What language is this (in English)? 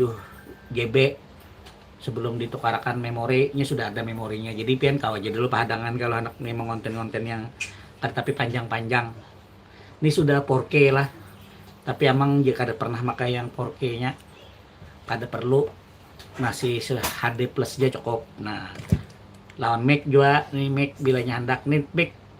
Banjar